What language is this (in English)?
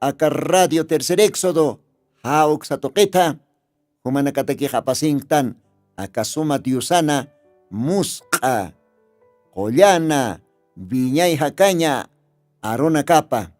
Aymara